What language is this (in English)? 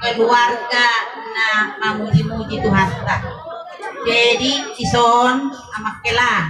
Batak Toba